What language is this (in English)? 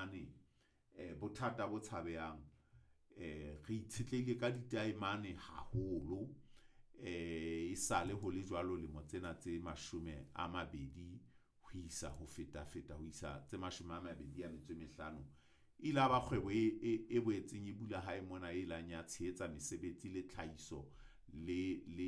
Southern Sotho